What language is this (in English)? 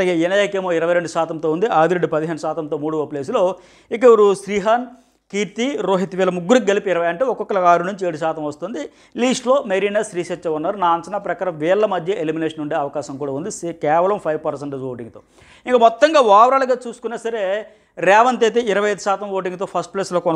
Telugu